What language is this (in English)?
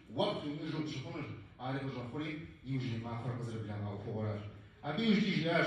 Kabardian